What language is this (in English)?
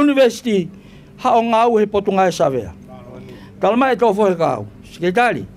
Tongan